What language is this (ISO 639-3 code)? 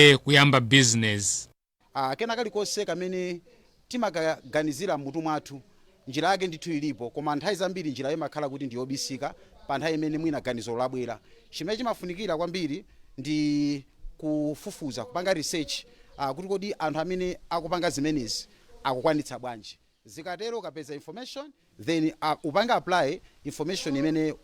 nya